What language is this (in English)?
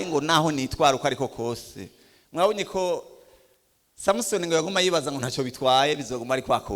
Rundi